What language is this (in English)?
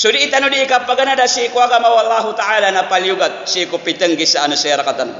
Maranao